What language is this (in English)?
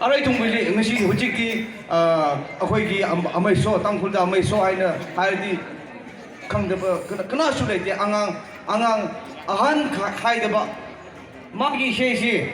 Tangkhul Naga (India)